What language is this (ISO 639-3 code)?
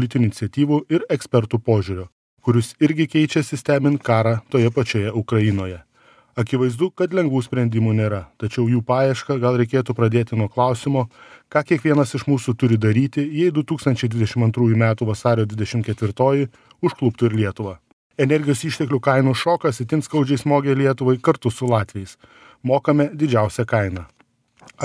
lit